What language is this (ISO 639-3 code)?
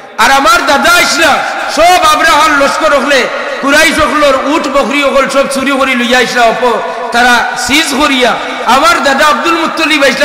syl